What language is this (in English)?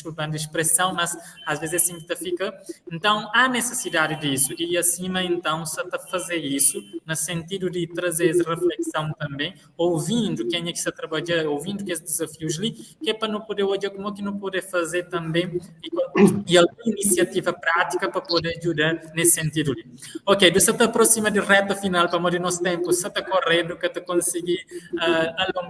Kabuverdianu